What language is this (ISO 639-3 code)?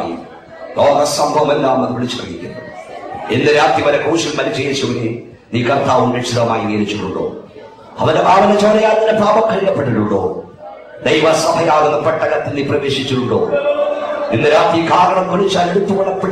mal